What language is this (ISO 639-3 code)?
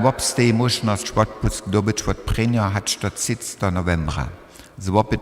hsb